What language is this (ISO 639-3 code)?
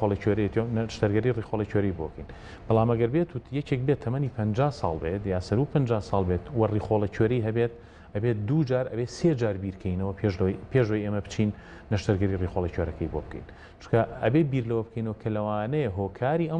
ckb